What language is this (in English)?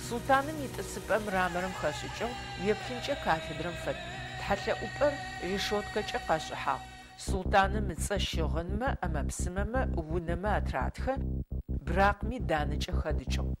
Adyghe